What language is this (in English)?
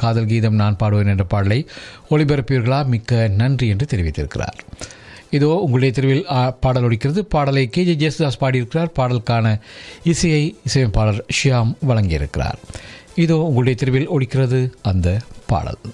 Tamil